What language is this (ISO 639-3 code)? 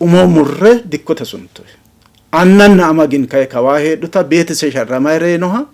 sid